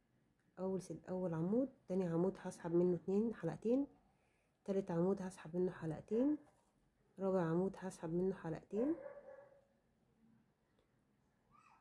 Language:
Egyptian Arabic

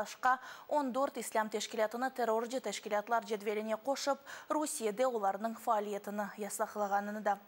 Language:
Crimean Tatar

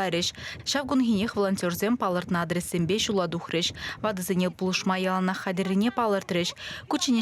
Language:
Chuvash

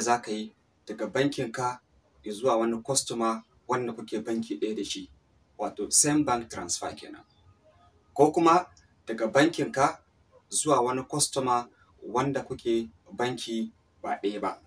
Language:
Hausa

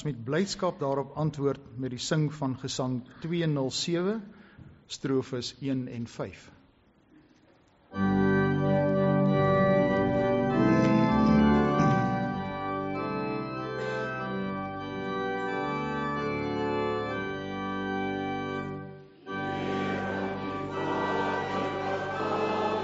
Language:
Afrikaans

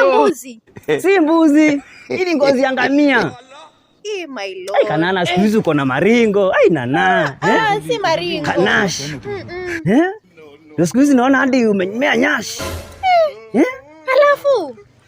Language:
Swahili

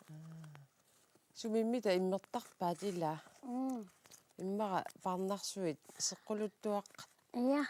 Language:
Kalaallisut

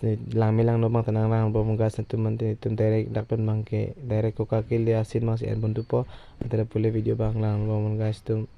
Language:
Karbi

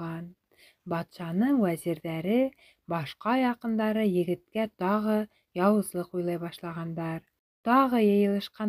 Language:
Bashkir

